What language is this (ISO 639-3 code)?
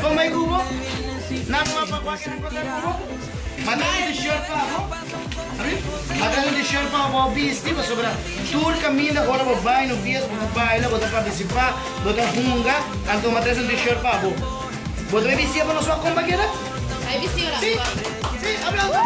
pap